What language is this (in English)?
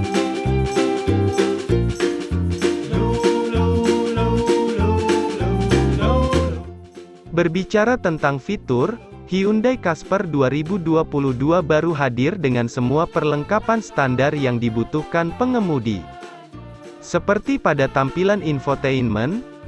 Indonesian